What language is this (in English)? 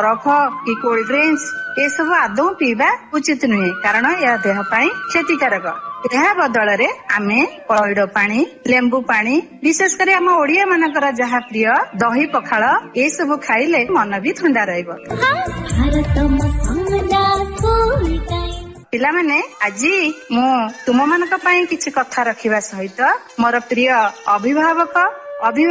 Odia